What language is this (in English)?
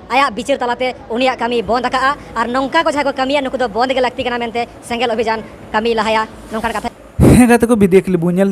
Santali